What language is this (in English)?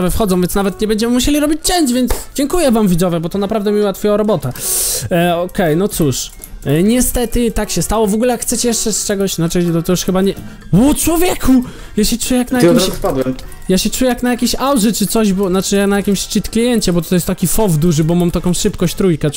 Polish